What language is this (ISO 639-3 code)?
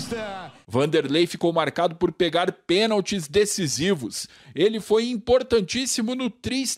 por